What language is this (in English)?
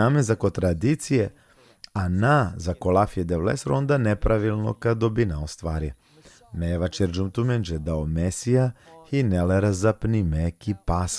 Balkan Romani